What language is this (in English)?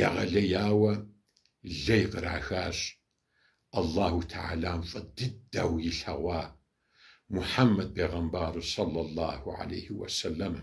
Kabardian